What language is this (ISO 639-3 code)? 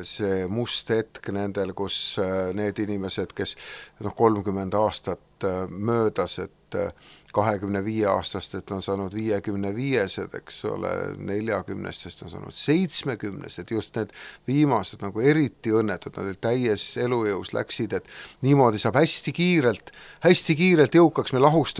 est